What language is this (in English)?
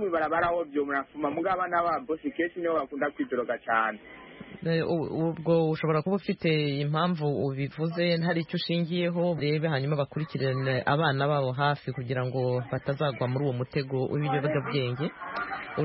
Kinyarwanda